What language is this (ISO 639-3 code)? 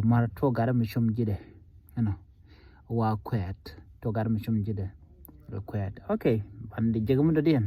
nus